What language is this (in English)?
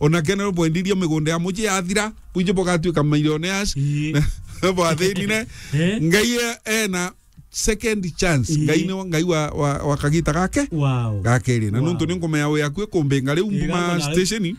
Meru